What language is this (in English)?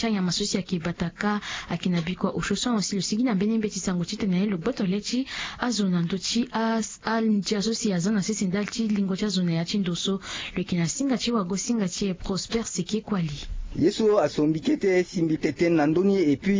Sango